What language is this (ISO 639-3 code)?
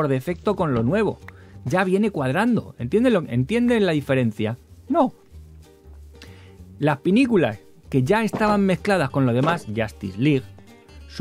spa